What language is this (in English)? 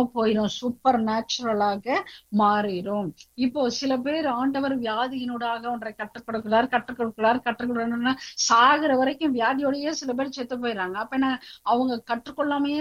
Tamil